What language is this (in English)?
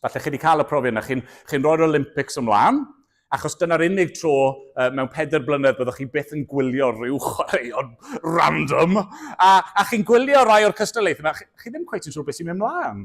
Welsh